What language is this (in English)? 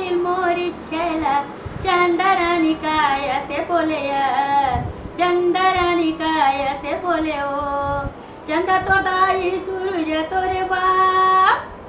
Chhattisgarhi